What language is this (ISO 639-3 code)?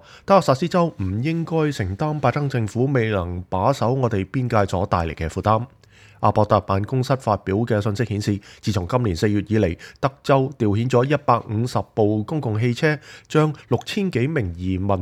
yue